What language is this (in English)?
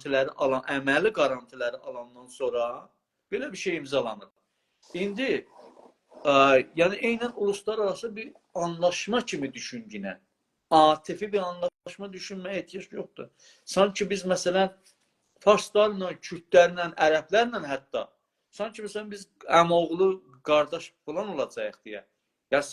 South Azerbaijani